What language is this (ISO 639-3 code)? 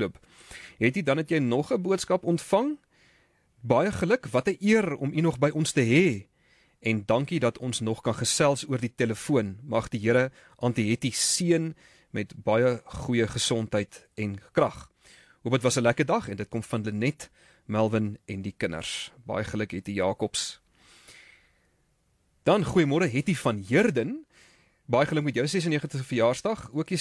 afr